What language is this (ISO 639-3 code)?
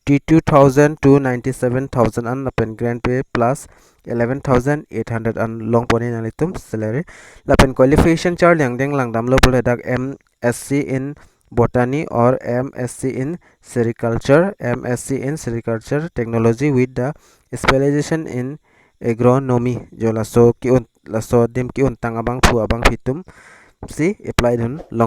mjw